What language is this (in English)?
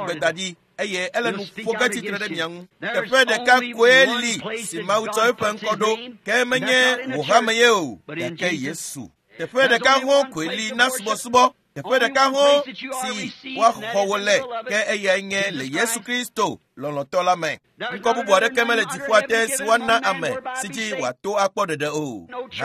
Ewe